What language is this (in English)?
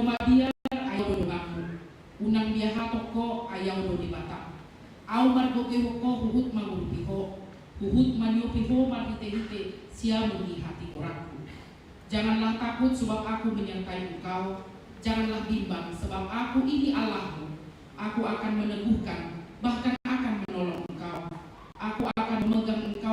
Batak Toba